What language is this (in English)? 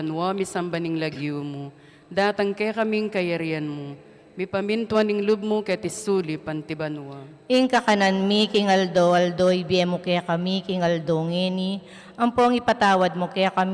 Pampanga